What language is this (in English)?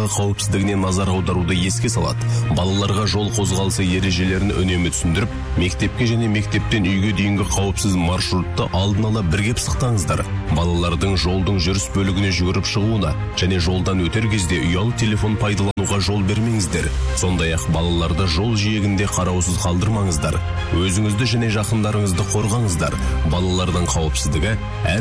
Kazakh